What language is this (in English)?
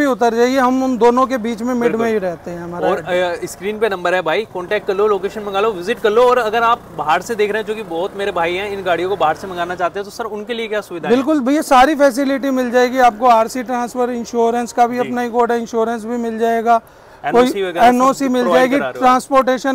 Hindi